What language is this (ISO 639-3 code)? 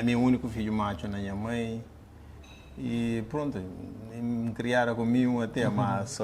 kea